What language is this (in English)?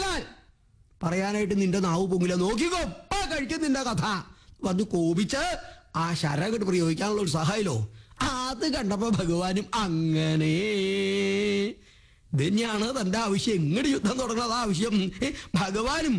Malayalam